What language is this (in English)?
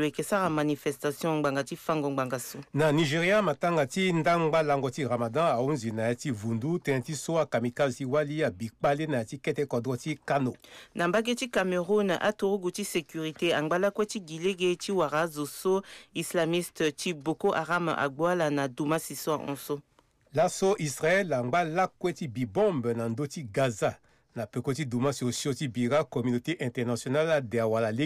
Sango